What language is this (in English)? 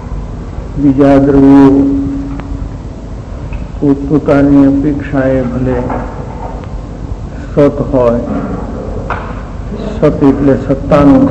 Gujarati